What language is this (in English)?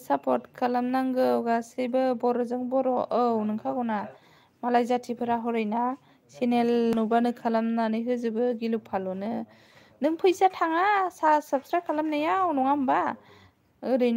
Bodo